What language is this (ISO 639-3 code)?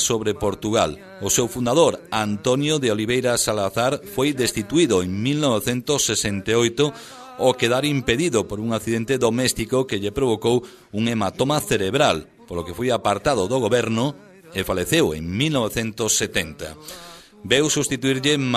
glg